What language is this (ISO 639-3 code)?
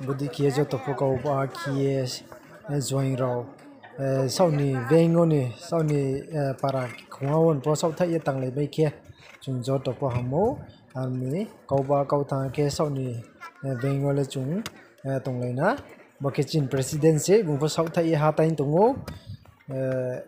ria